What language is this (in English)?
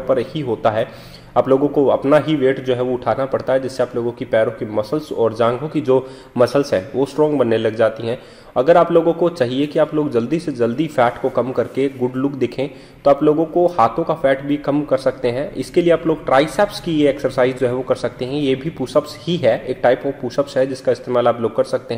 Hindi